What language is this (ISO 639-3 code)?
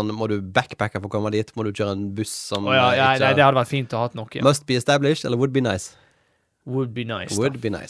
nor